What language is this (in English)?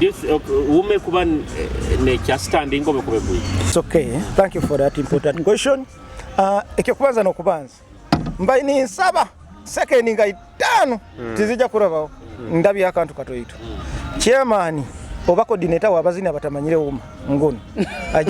Nyoro